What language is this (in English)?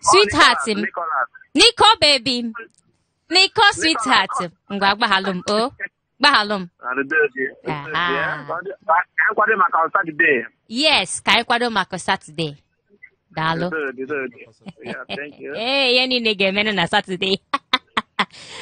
Igbo